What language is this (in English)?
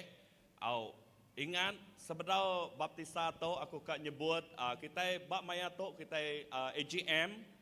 Iban